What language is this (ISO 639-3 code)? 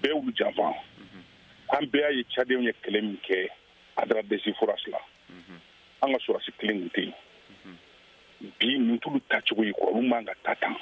bam